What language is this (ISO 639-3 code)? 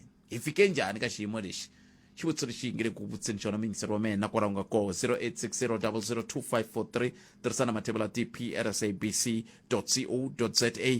tso